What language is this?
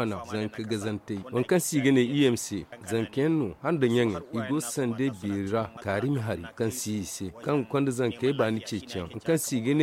Zarma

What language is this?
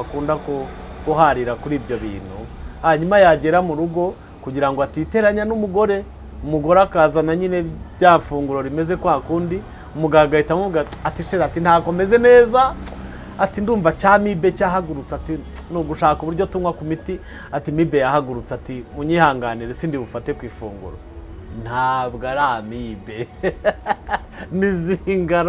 Kinyarwanda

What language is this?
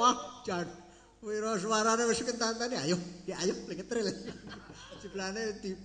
Javanese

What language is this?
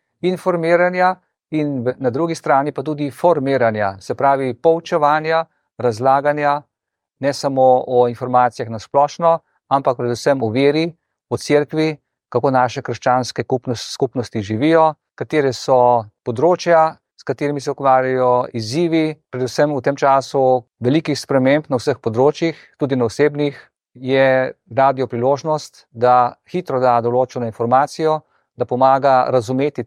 Slovenian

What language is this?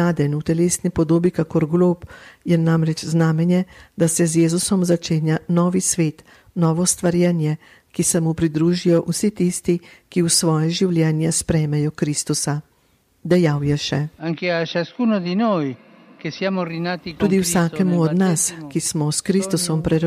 Slovenian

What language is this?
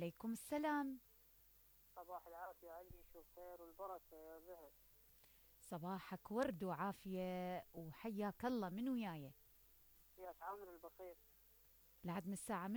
Mesopotamian Arabic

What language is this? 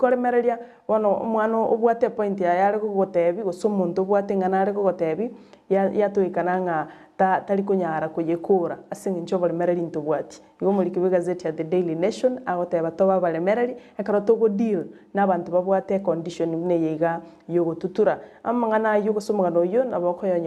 Gusii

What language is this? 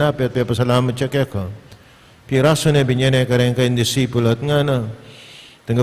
Pampanga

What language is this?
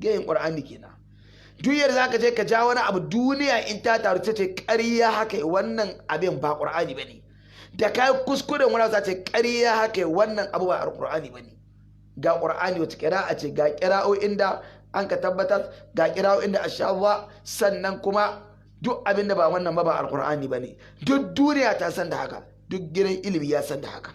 Hausa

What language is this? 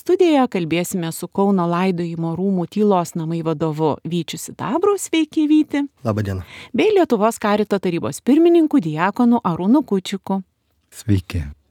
Lithuanian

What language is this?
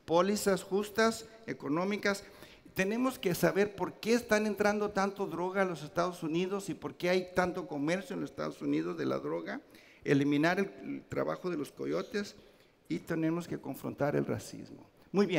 Spanish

